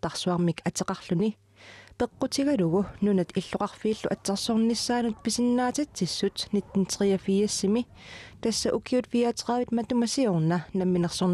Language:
Kalaallisut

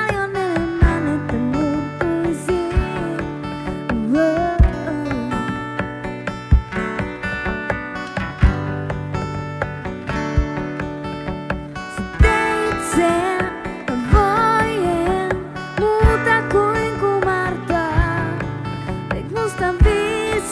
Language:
Finnish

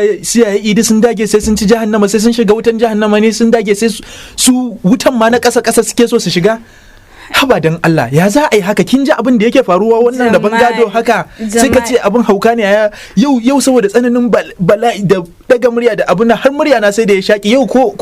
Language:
Hausa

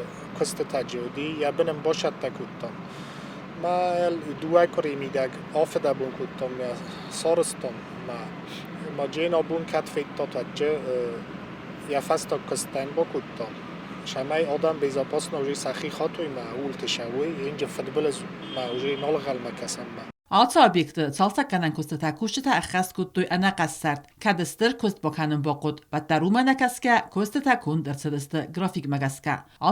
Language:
Ossetic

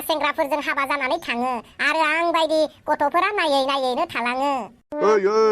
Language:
Bodo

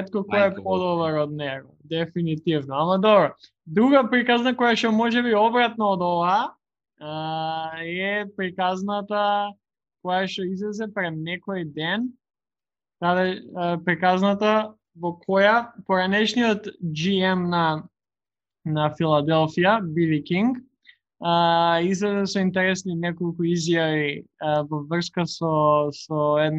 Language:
Macedonian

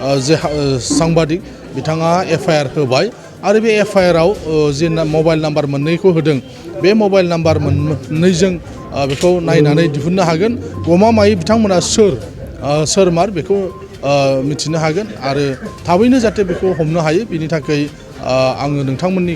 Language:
Bodo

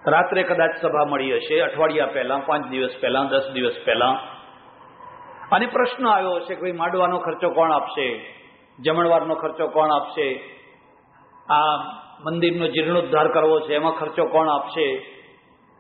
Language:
Gujarati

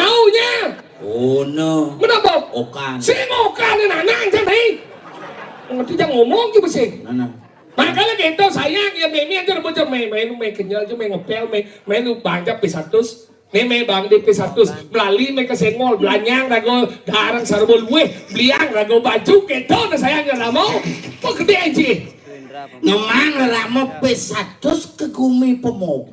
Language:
Balinese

